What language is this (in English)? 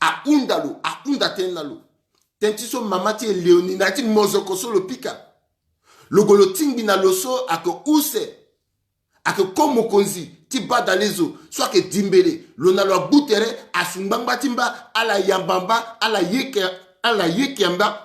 Sango